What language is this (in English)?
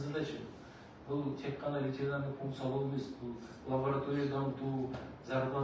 Kazakh